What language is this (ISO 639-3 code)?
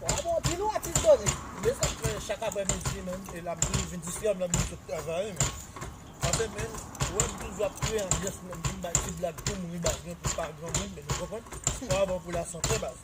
hat